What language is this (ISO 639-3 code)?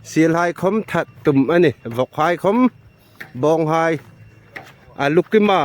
hmr